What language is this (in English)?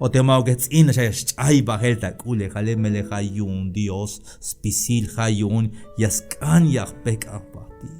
Tzeltal